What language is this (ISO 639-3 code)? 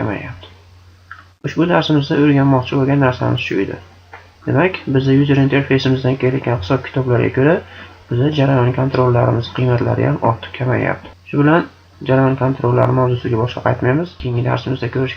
uzb